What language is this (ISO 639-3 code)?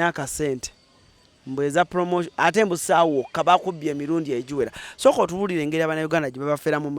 lug